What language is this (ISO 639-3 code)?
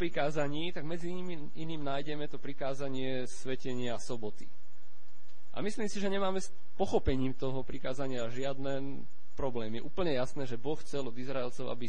slk